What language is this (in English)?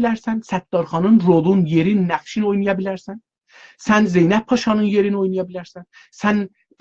South Azerbaijani